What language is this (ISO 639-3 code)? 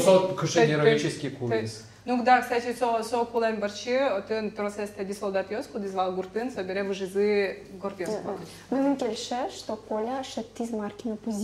udm